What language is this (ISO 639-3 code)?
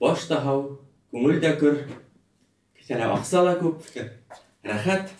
bak